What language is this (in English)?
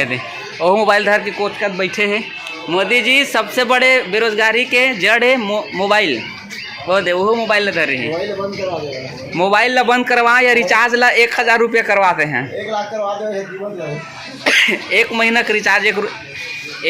Chhattisgarhi